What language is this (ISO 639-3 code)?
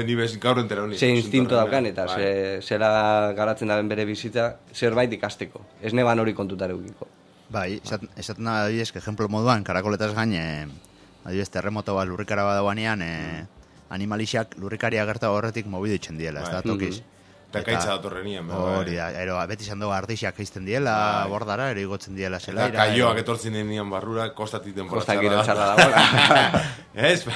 eus